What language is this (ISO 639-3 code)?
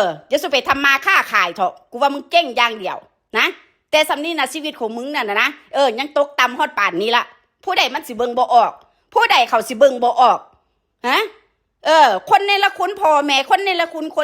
tts